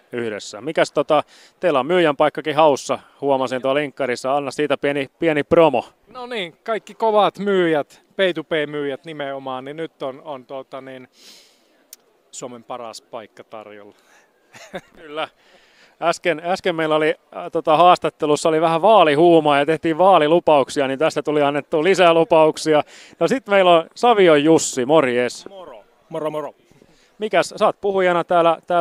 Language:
Finnish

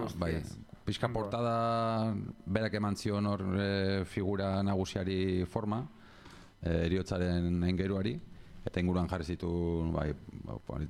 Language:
Basque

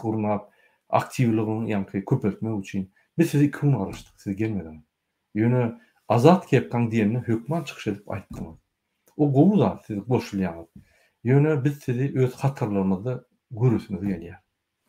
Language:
Turkmen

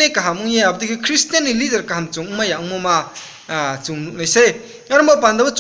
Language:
Riang (India)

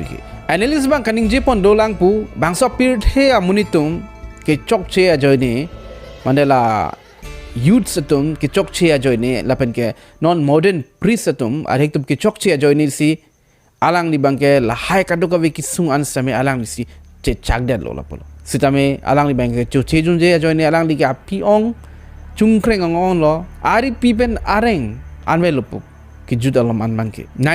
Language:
Karbi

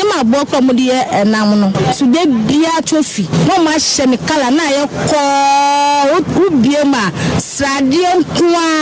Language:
Akan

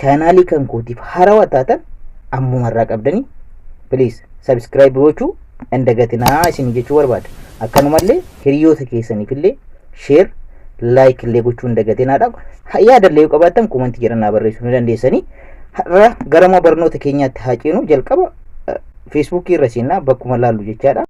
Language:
Oromo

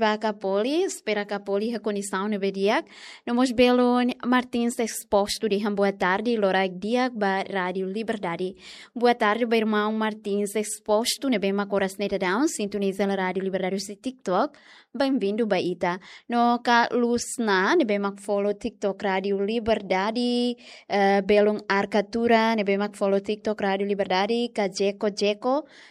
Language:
Tetum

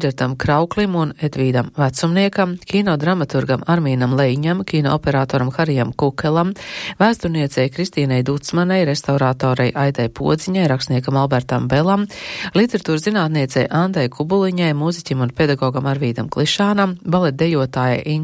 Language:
Latvian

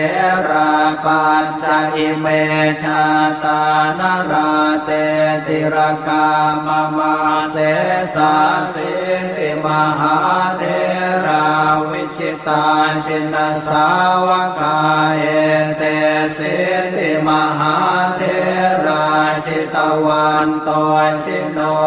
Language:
Pali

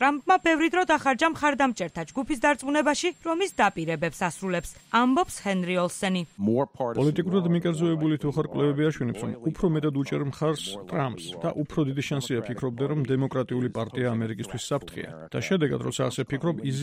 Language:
Georgian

